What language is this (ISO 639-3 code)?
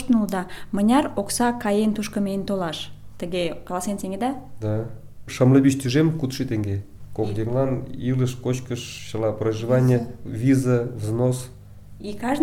chm